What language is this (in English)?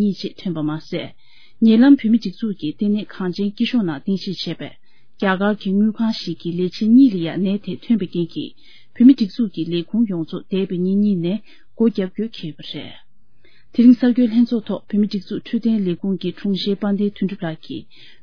Tibetan